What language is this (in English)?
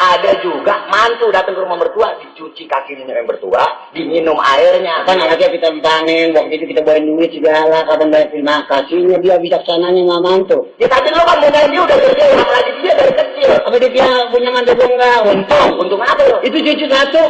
Betawi